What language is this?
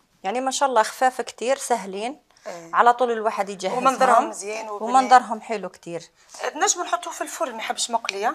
Algerian Arabic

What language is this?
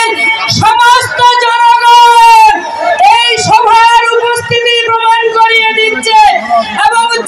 Bangla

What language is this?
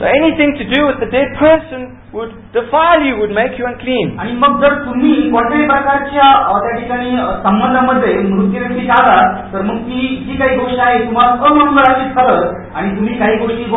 Marathi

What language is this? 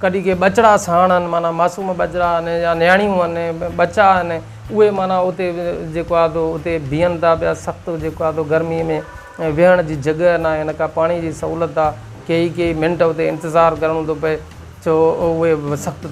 Sindhi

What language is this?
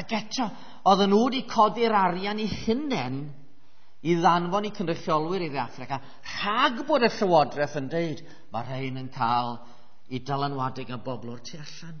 Welsh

